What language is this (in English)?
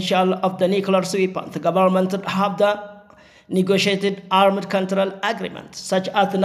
Oromo